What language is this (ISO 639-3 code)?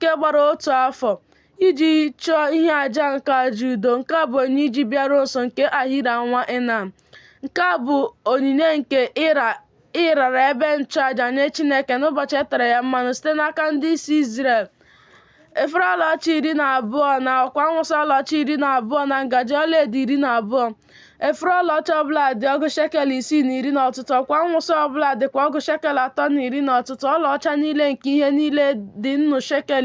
ibo